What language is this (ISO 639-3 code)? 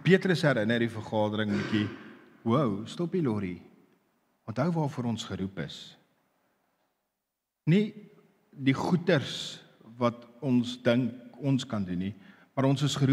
afr